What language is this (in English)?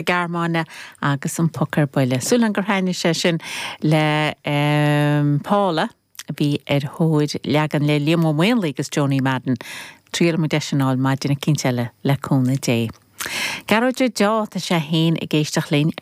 Irish